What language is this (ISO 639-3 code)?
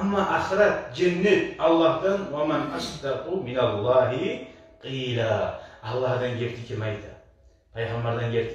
kum